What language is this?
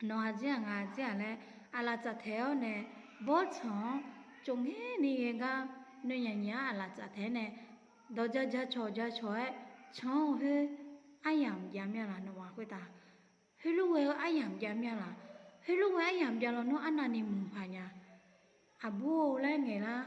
Akha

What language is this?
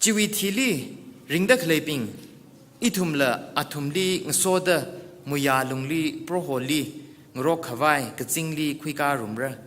Tangkhul Naga (India)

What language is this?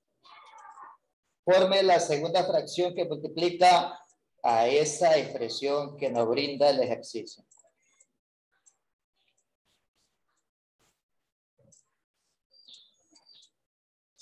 Spanish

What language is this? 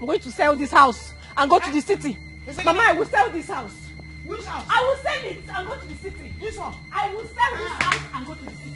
Nigerian Pidgin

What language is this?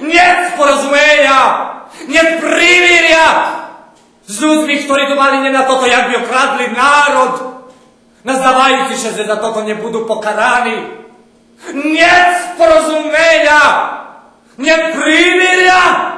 Rusyn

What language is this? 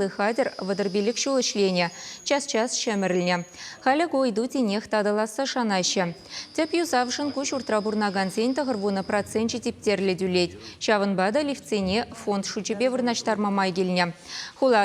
Chuvash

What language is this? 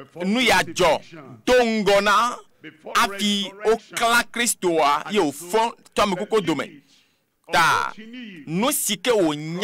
Ewe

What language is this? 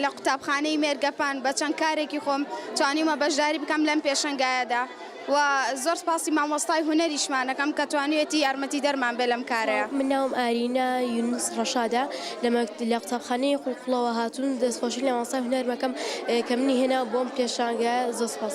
Central Kurdish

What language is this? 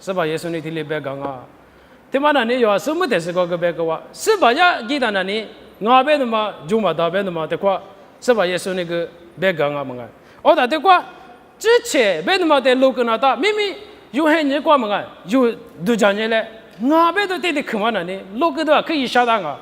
Lisu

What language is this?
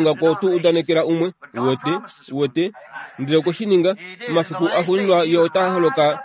Kuanyama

